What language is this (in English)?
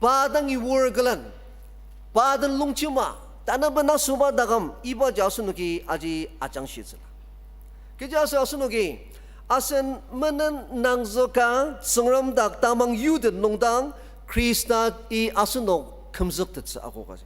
Ao Naga